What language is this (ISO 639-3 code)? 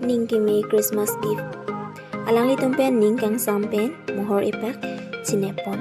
mjw